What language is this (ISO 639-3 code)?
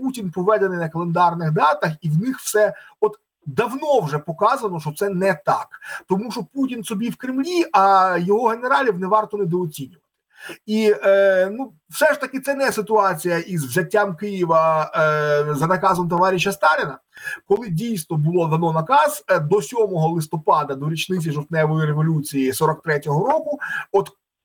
ukr